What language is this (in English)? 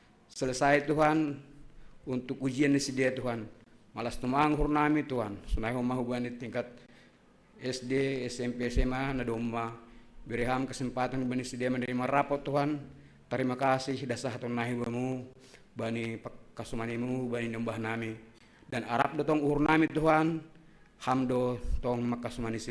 Batak Simalungun